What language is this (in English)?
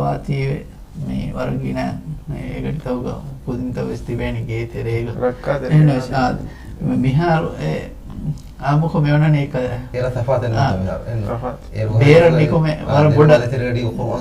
Divehi